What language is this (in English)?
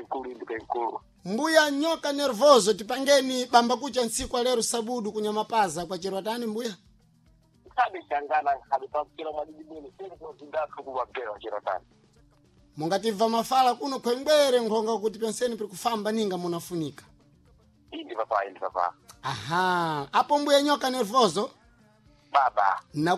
Sena